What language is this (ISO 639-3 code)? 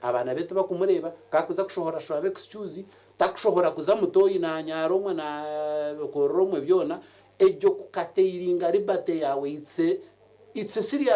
nyn